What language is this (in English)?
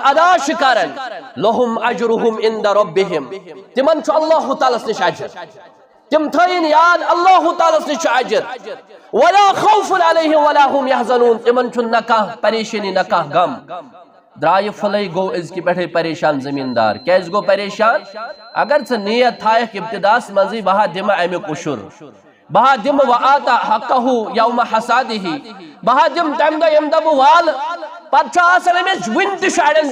Kashmiri